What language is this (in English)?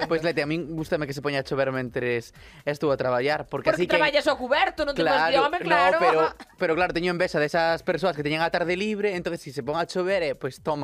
Galician